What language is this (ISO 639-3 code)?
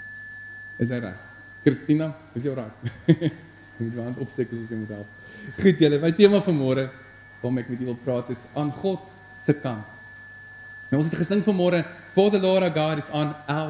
afr